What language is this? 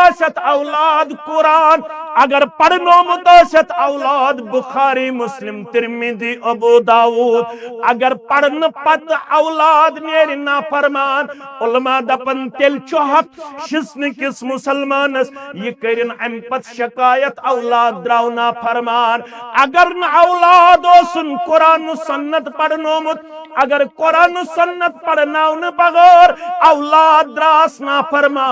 Kashmiri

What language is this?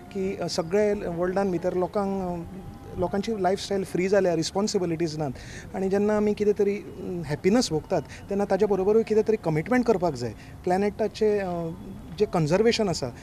Konkani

